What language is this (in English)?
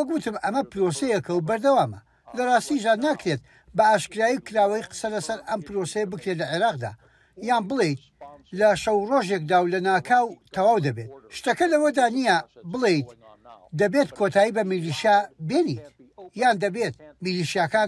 Central Kurdish